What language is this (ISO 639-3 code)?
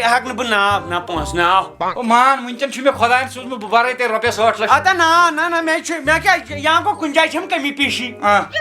kas